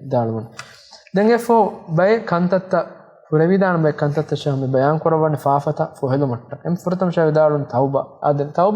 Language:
Divehi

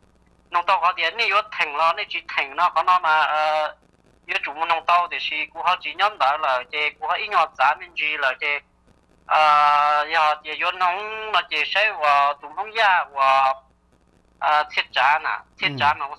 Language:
Vietnamese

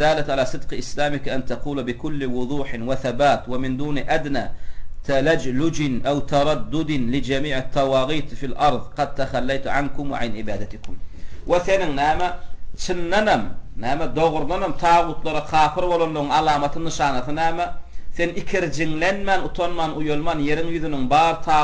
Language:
Turkmen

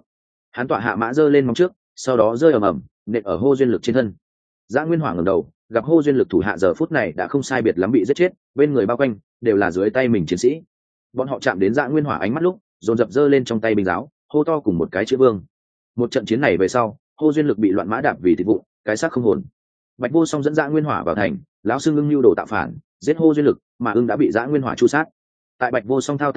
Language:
Vietnamese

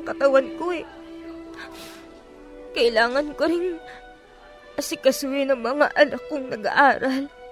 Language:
Filipino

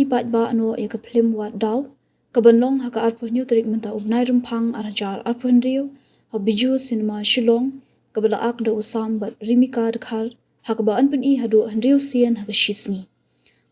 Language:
Khasi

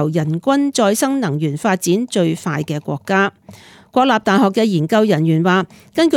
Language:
Cantonese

